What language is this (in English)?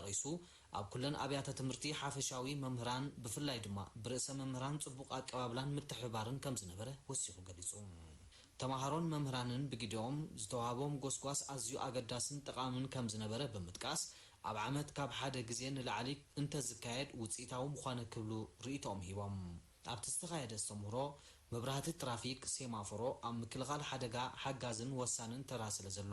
Tigrinya